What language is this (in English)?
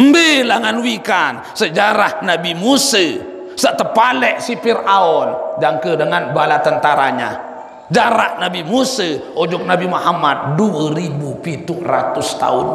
Sasak